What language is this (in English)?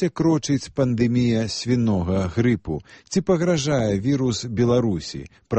Belarusian